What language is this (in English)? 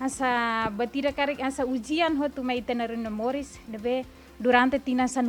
Tetum